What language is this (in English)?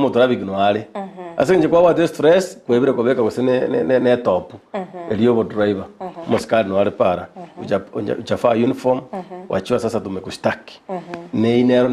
Gusii